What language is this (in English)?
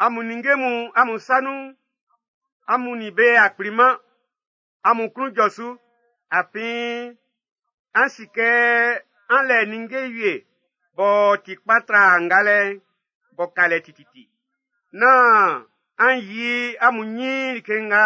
Baoulé